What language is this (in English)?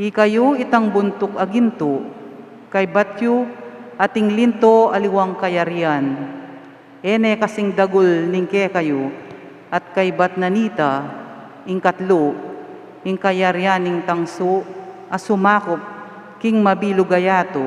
Pampanga